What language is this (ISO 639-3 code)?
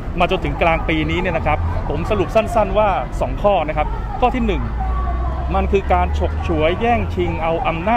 tha